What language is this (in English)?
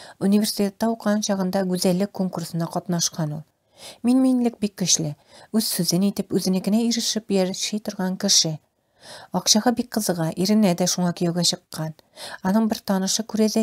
Tatar